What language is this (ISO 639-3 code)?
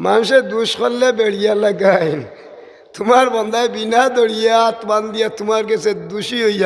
syl